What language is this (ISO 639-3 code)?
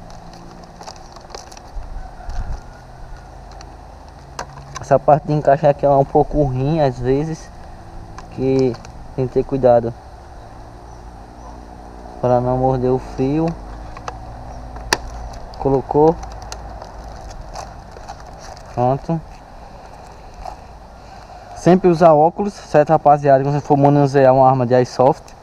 por